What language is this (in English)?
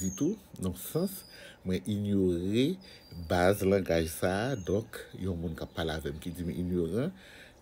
Haitian Creole